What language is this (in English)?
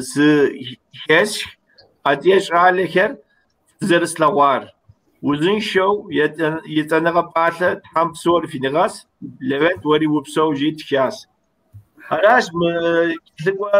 Kabardian